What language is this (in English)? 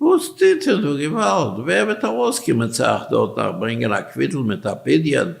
Yiddish